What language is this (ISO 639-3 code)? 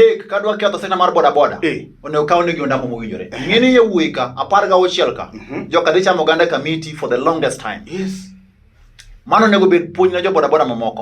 luo